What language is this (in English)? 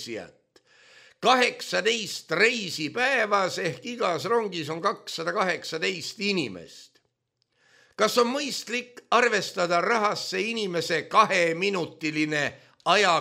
Estonian